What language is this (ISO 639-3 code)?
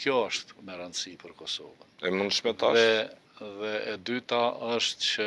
sqi